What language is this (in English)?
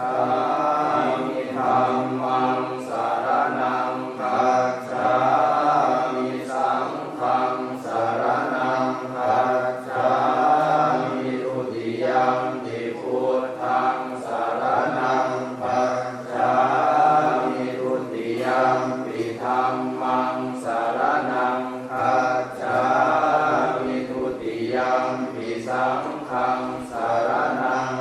Pali